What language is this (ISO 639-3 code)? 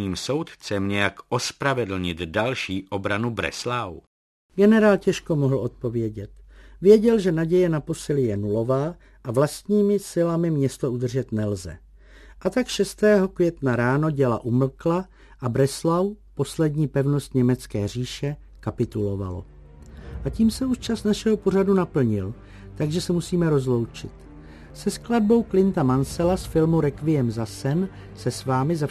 ces